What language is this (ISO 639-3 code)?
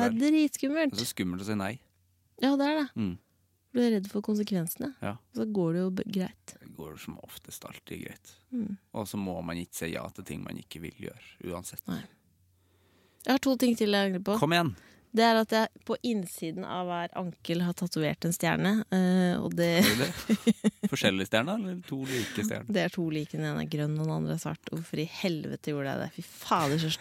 nor